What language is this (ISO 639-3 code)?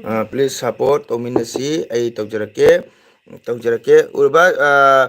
mni